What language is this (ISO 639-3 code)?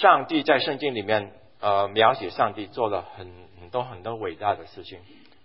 zho